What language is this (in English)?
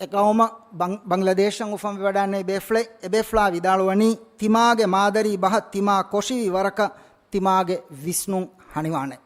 Divehi